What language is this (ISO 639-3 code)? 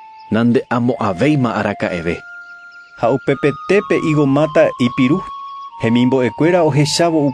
grn